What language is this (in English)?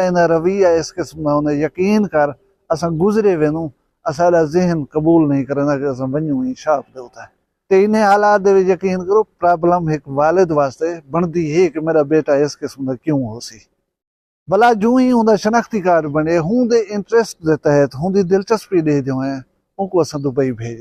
Saraiki